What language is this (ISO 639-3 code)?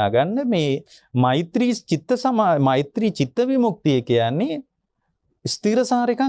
sin